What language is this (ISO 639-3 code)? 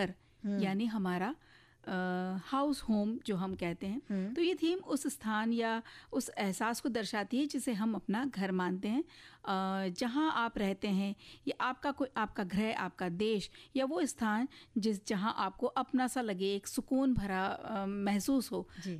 hin